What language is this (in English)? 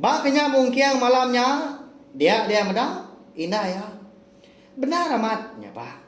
Iban